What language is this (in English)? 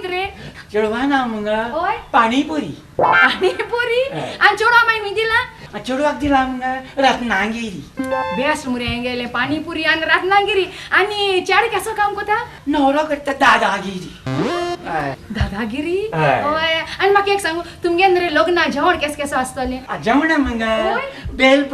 Konkani